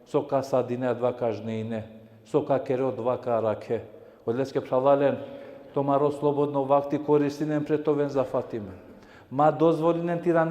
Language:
Balkan Romani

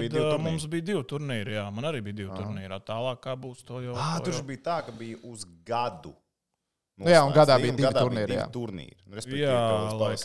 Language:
Latvian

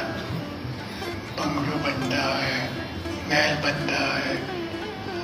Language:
Gujarati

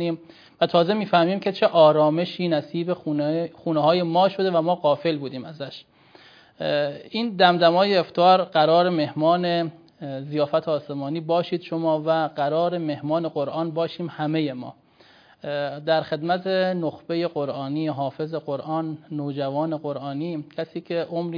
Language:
Persian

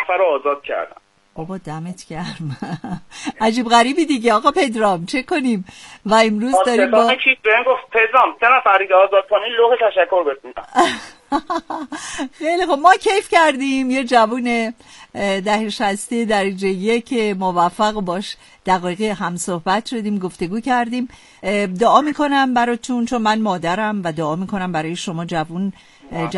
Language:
Persian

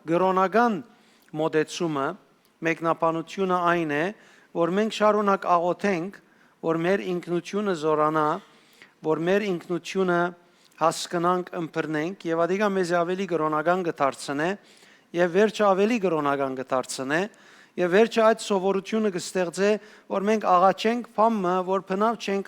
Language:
Western Armenian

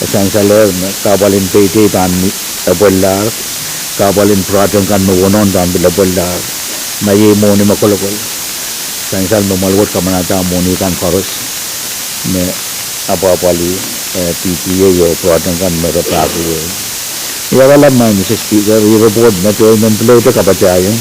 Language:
Pohnpeian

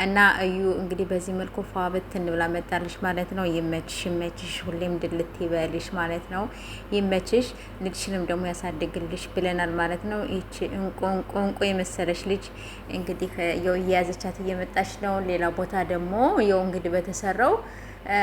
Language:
Amharic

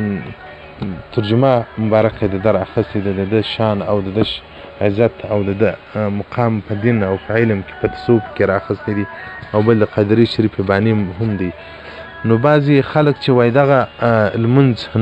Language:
Pashto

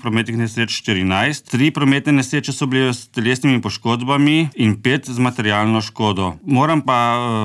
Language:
Slovenian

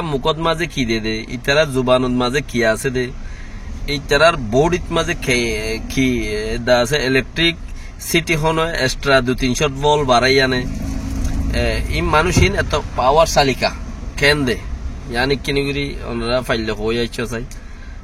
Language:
Rohingya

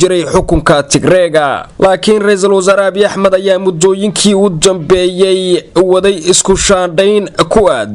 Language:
Somali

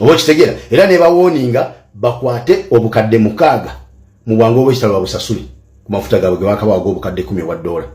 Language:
Ganda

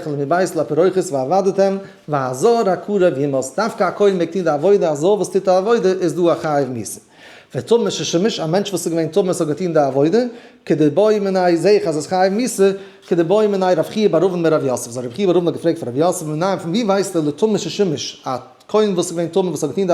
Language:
Yiddish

